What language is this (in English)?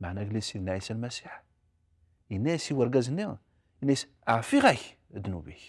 Kabyle